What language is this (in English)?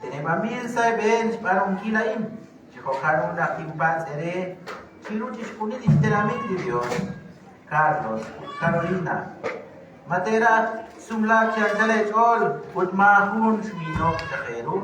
Kekchí